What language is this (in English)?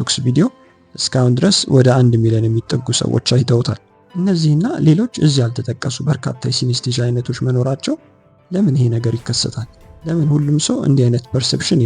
Amharic